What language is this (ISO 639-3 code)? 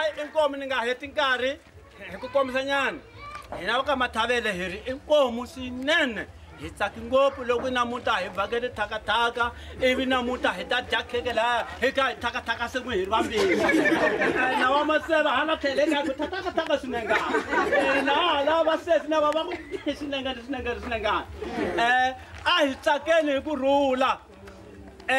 tso